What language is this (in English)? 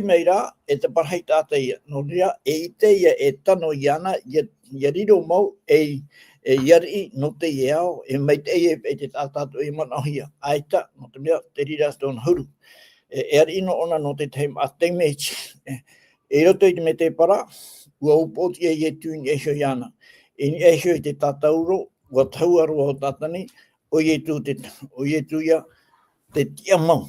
Tahitian